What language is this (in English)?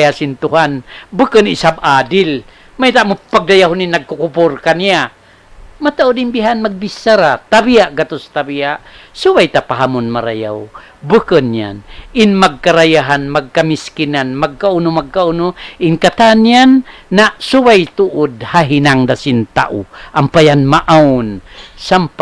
Tausug